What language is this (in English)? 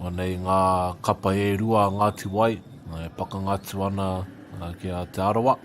Māori